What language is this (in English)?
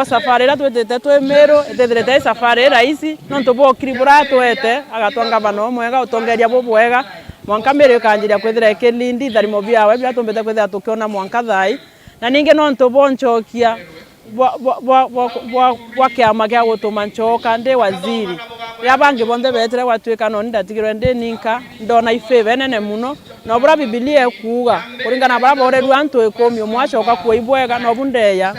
Meru